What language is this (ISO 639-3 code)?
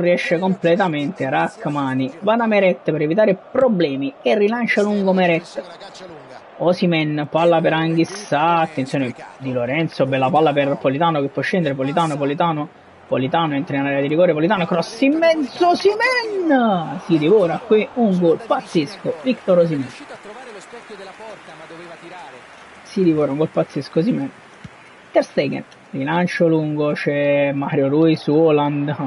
ita